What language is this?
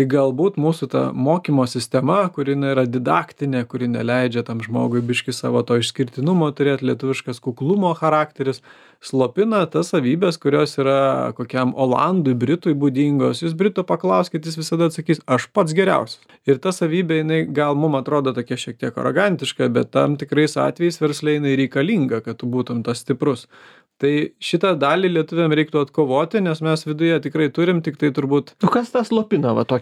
Lithuanian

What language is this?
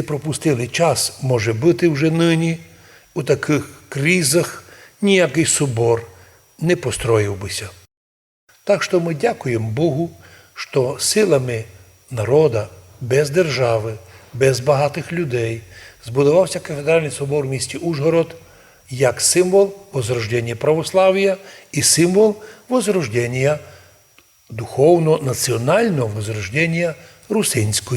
Rusyn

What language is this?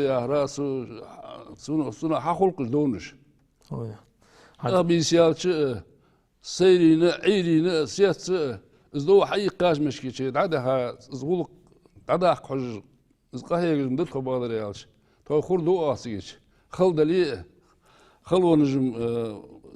Ingush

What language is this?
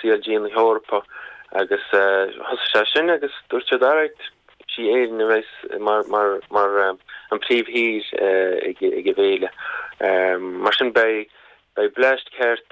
Irish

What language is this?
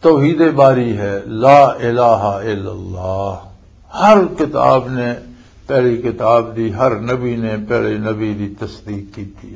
Western Panjabi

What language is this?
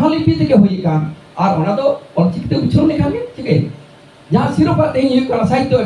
Santali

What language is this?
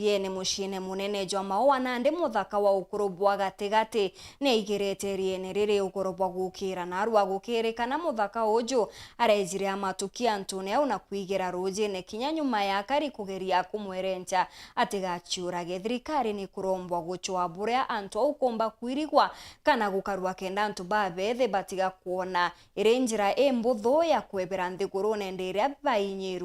Meru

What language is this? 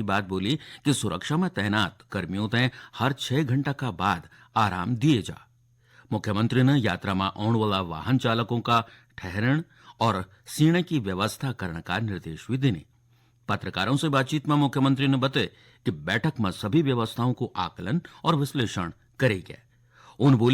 Garhwali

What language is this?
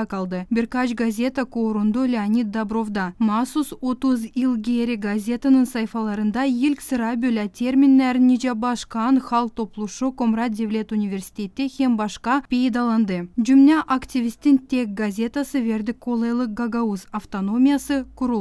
Gagauz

